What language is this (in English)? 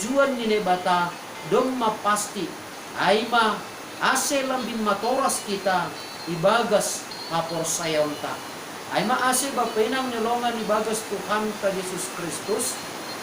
Batak Simalungun